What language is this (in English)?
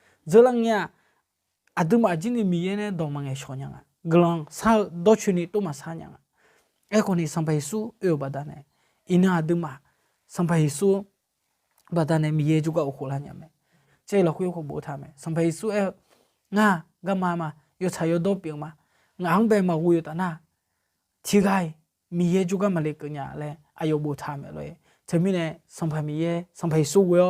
Akha